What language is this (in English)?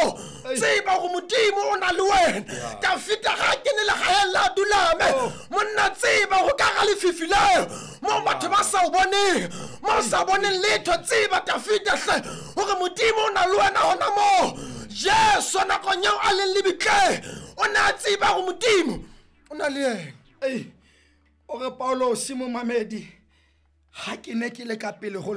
Southern Sotho